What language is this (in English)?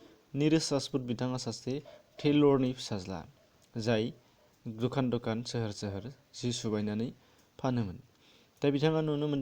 Bodo